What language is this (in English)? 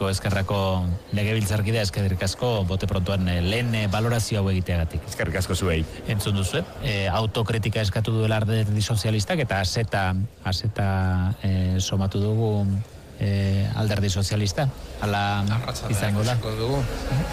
Basque